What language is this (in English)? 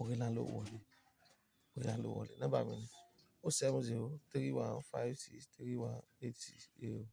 Yoruba